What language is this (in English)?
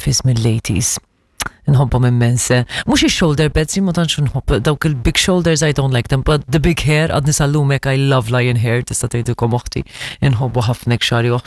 Maltese